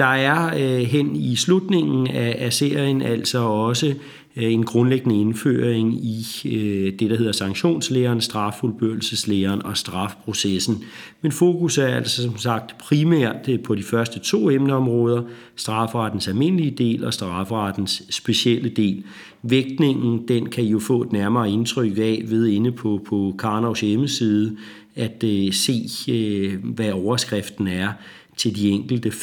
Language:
Danish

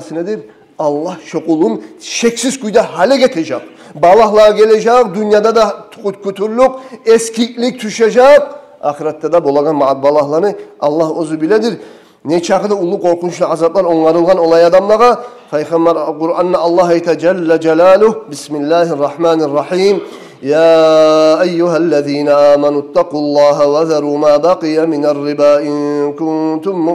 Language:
Kumyk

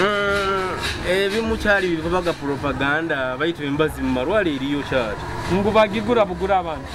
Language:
Nyoro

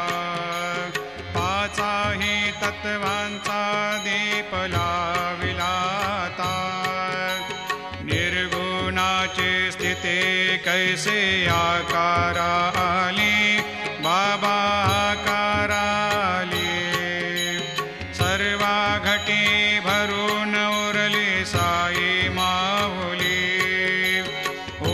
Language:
Marathi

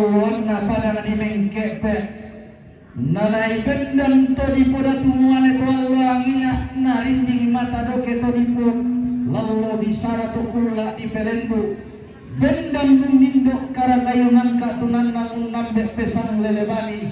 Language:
Toraja-Sa'dan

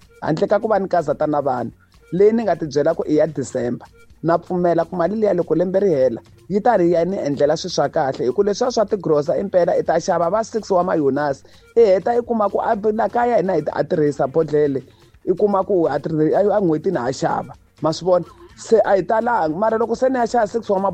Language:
Tsonga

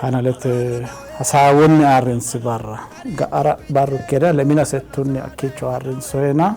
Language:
Sidamo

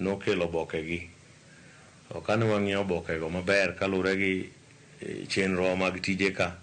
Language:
Luo (Kenya and Tanzania)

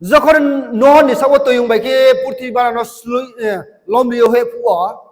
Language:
Riang (India)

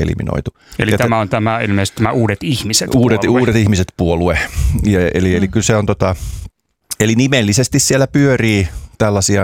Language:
Finnish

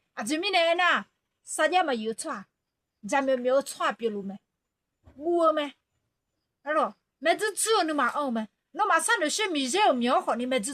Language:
Akha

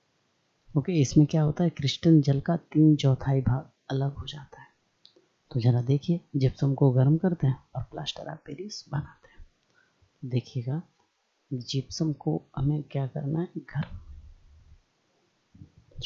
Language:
Hindi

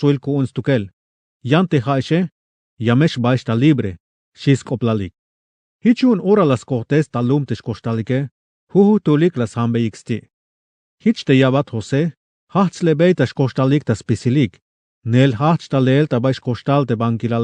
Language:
Tzeltal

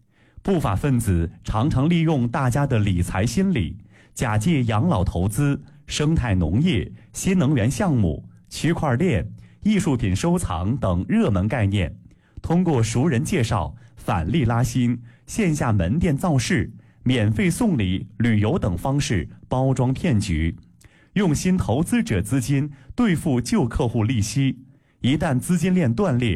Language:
Chinese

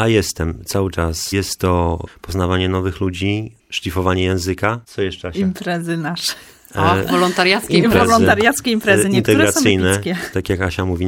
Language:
Polish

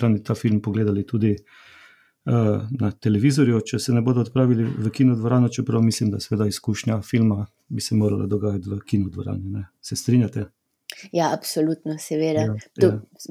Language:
Slovenian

